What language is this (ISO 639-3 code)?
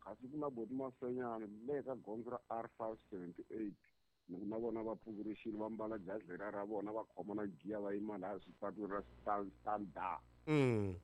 tso